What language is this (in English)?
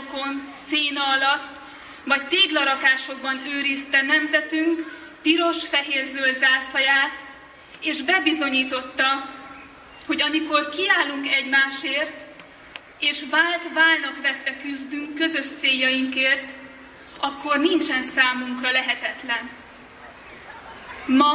Hungarian